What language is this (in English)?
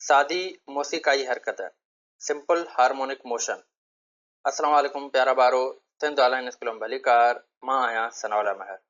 Sindhi